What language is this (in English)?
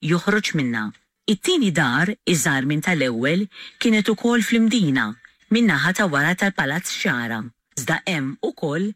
Maltese